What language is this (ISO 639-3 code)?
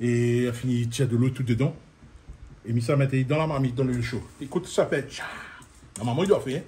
rcf